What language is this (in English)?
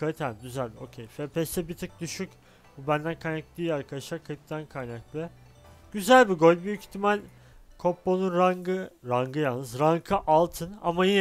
Turkish